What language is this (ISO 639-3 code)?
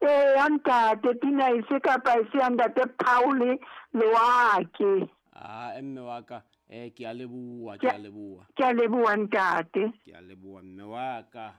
sot